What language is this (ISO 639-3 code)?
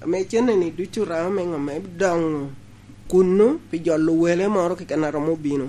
laj